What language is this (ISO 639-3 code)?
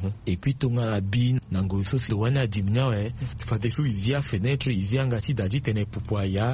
sag